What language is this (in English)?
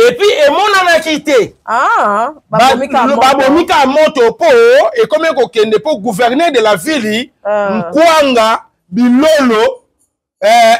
Lingala